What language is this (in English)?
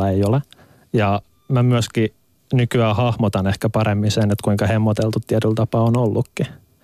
Finnish